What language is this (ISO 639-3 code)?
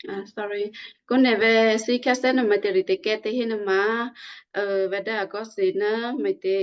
kyu